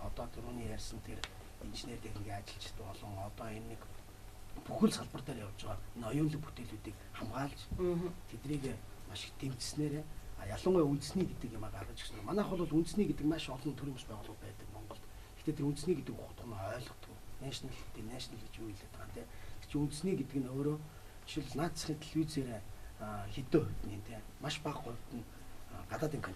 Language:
Mongolian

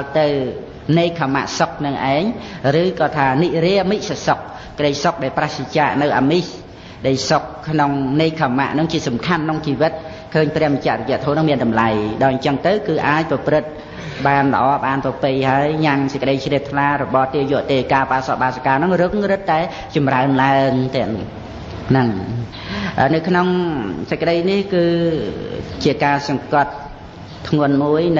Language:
Khmer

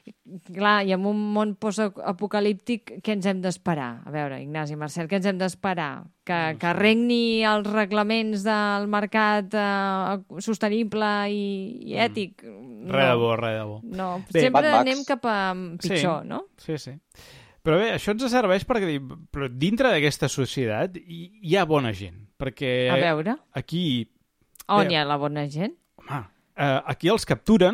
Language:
Catalan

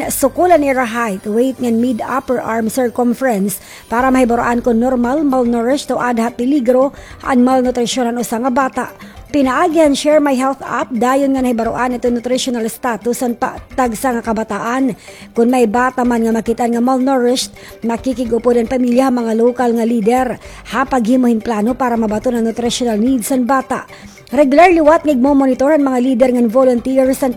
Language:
Waray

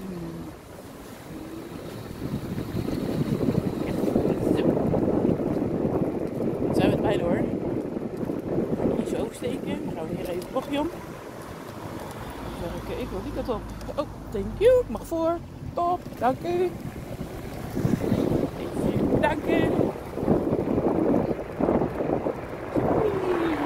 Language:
Dutch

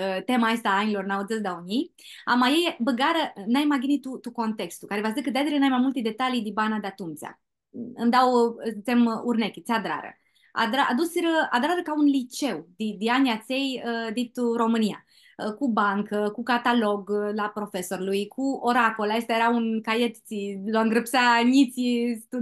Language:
Aromanian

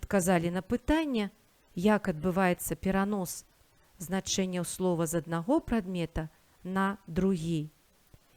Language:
Belarusian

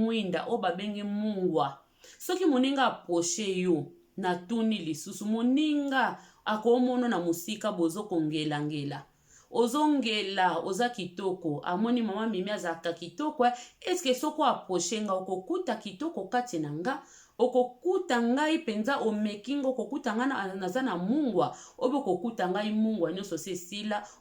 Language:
Lingala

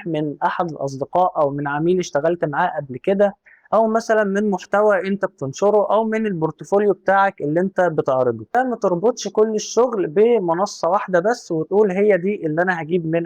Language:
Egyptian Arabic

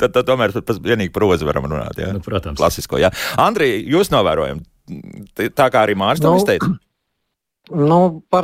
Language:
Latvian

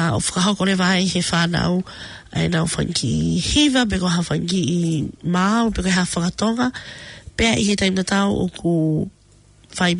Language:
Tongan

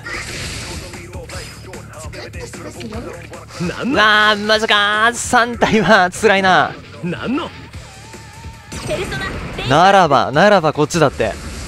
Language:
Japanese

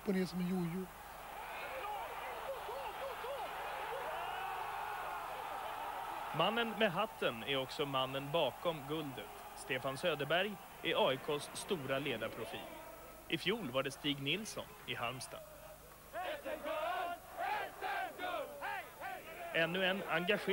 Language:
Swedish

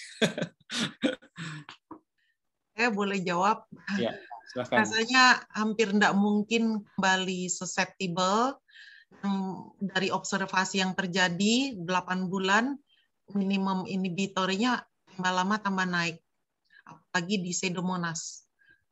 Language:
Indonesian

